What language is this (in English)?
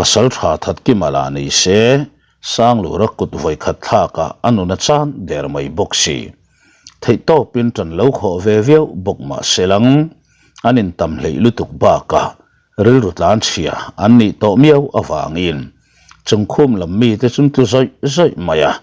Mizo